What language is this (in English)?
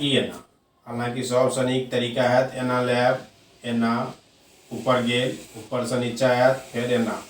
Maithili